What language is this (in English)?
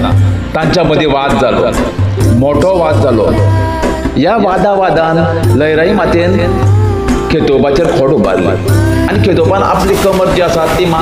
Konkani